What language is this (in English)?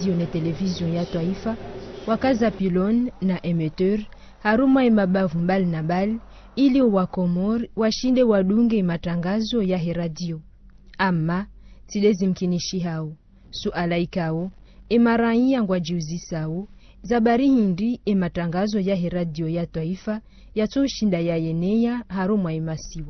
Ngazidja Comorian